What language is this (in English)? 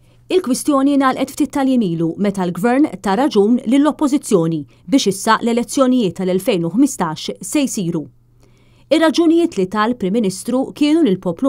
Maltese